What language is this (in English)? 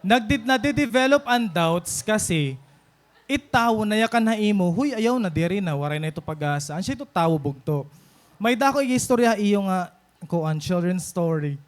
Waray